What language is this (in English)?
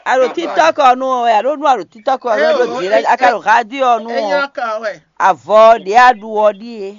Fon